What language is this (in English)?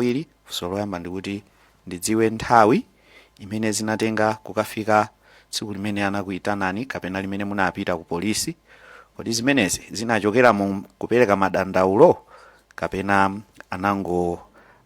Nyanja